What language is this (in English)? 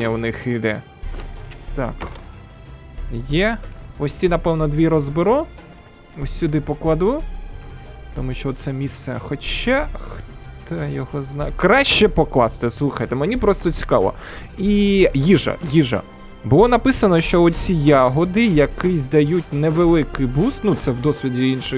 Ukrainian